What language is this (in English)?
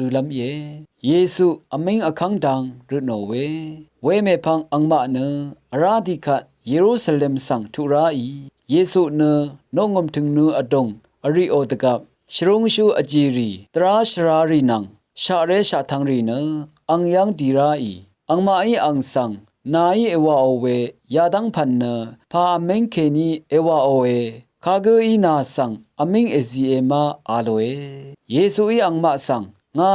Rawang